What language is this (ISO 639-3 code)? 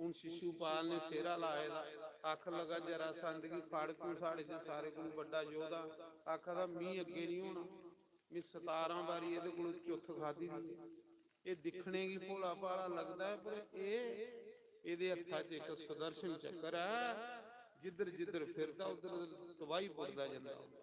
doi